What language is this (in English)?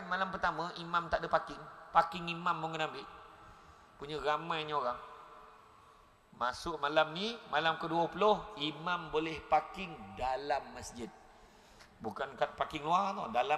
Malay